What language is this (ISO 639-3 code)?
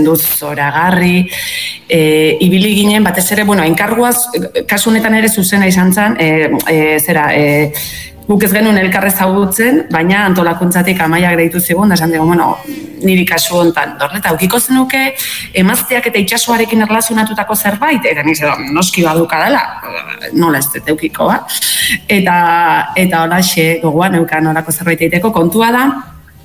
eus